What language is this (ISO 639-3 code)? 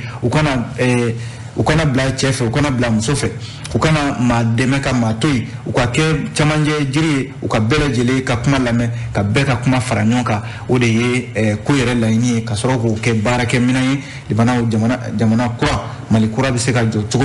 bam